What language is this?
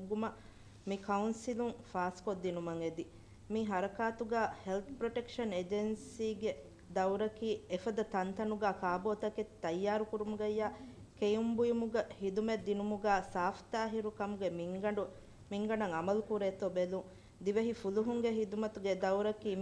Divehi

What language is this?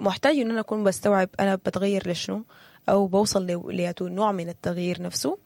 Sudanese Arabic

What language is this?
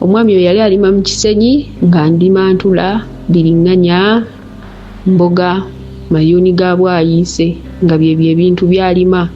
Ganda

